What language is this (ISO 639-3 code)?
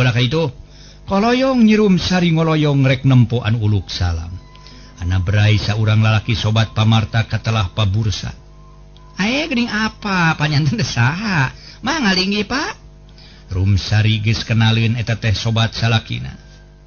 sun